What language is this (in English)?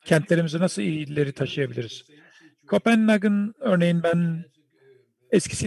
Turkish